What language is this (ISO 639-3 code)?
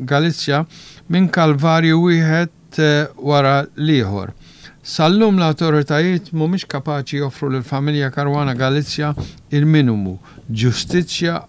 mlt